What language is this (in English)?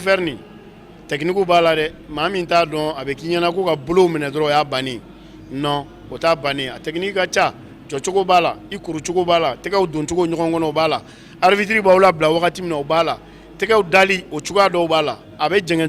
Bambara